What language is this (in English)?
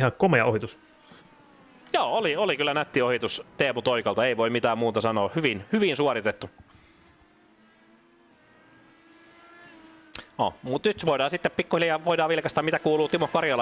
Finnish